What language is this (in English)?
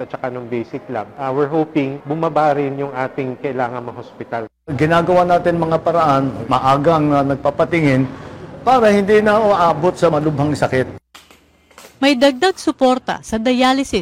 Filipino